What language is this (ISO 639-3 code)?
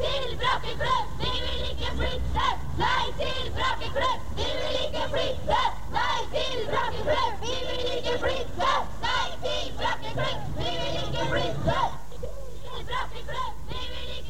nor